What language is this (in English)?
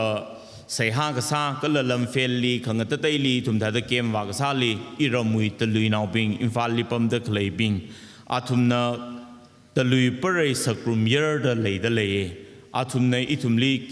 Tangkhul Naga (India)